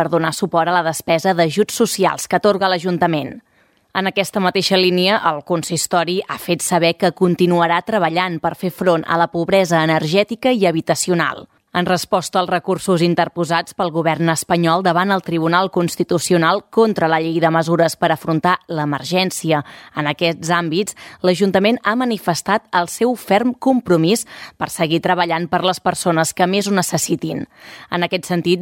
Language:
Catalan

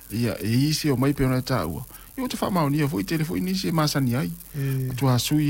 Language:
Samoan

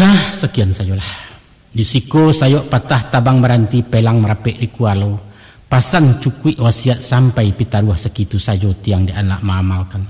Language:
Minangkabau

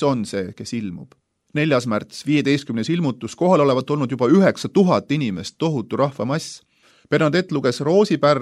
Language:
Estonian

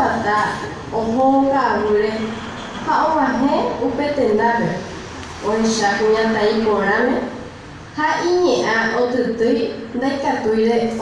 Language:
Guarani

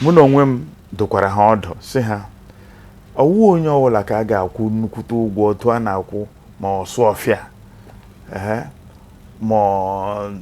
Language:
Igbo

